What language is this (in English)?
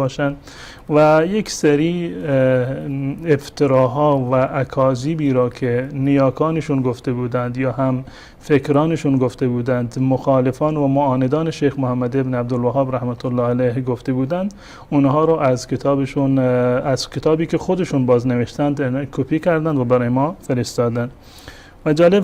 Persian